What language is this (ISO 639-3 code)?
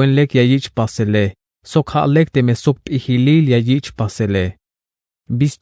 tzh